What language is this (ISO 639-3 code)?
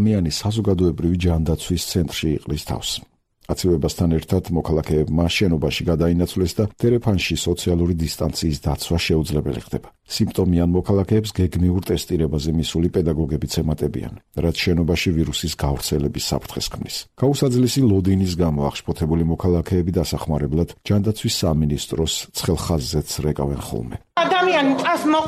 kat